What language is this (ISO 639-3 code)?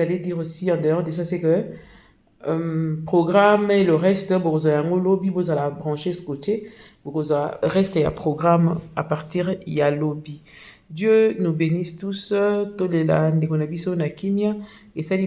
lin